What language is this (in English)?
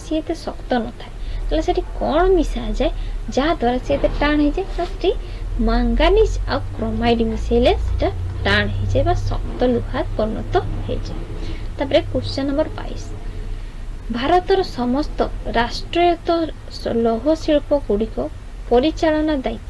Odia